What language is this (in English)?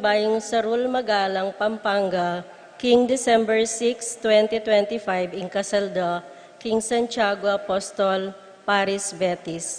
Pampanga